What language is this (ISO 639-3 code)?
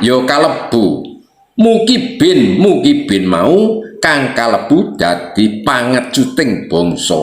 jav